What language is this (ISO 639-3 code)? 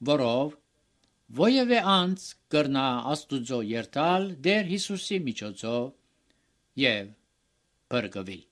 hye